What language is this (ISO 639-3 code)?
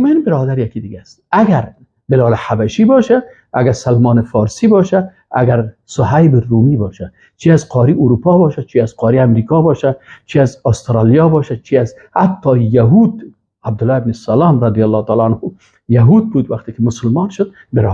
fas